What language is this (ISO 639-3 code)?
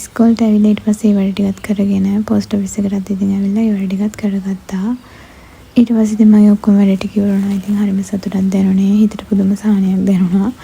sin